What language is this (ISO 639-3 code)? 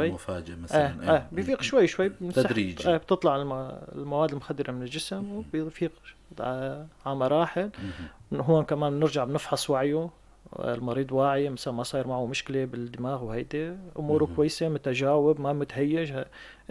apc